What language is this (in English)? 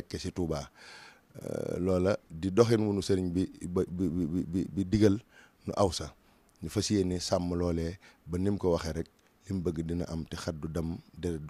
Wolof